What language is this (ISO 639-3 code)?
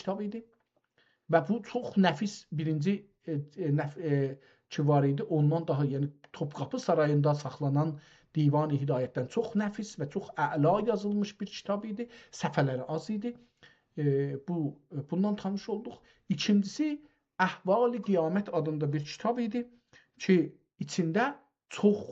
azb